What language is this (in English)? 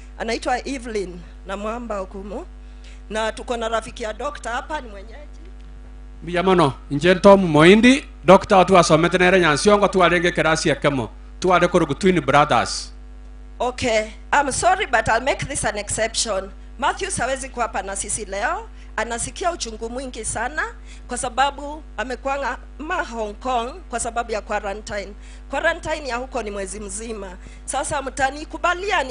Gusii